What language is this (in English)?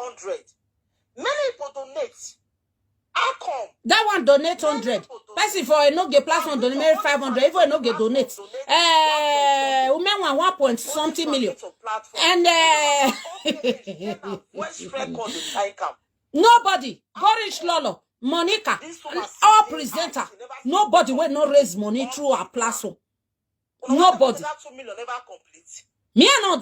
Nigerian Pidgin